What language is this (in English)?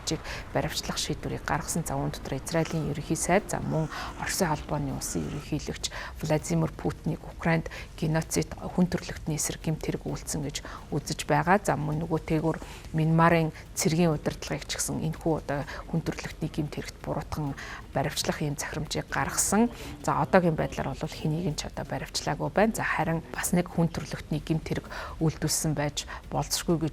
Mongolian